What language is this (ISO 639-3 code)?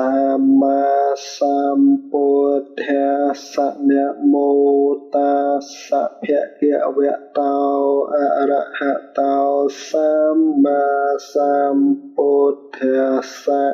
khm